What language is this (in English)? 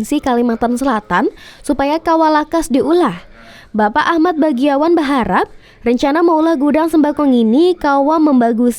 Banjar